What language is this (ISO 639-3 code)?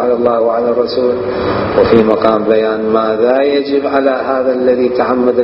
acm